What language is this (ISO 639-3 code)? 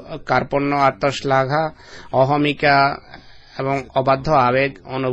ben